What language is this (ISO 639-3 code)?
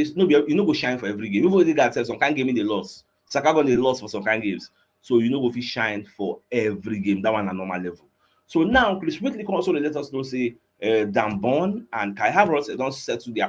pcm